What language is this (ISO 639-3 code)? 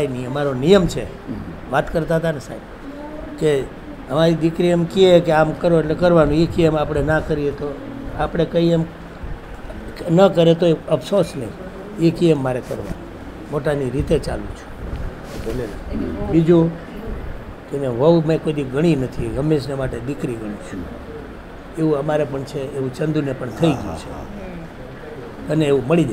guj